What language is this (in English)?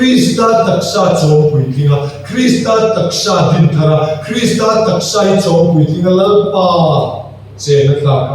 Mizo